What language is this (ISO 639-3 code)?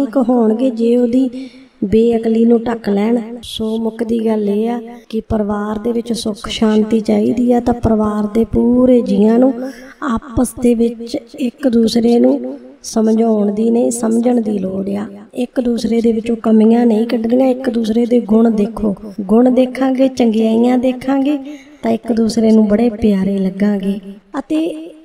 pan